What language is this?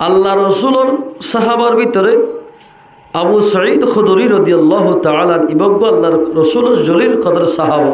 Rohingya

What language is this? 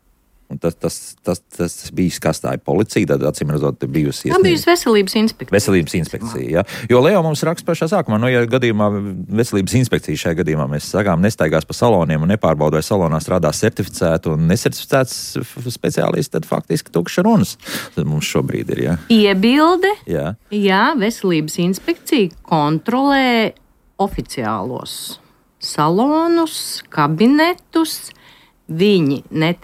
Latvian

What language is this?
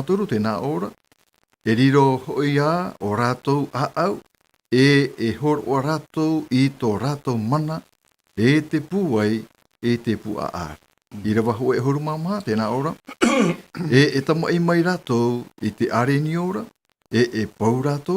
Tahitian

